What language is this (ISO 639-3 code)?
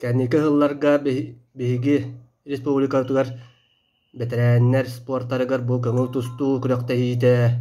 sah